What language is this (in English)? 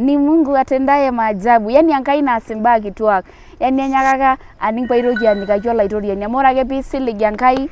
Masai